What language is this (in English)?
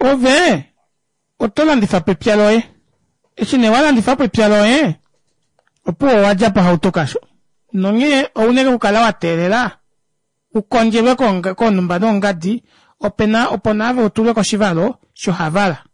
Kuanyama